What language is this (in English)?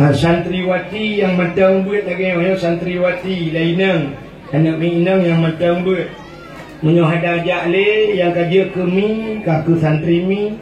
Achinese